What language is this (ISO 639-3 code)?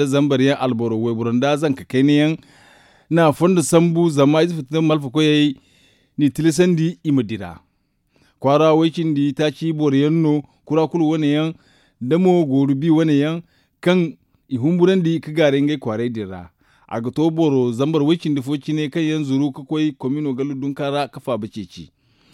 dje